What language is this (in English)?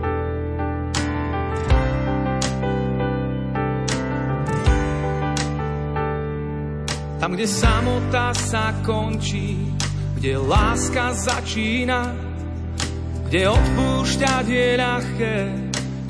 Slovak